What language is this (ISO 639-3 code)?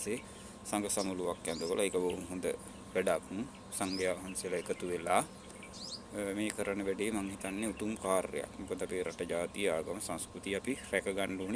sin